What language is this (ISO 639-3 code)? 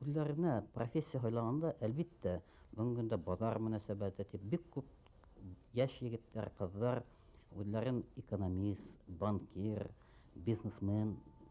bak